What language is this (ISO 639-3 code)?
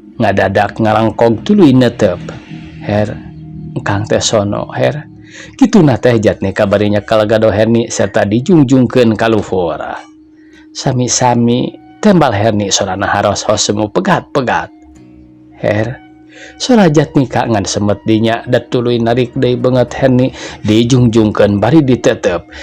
sun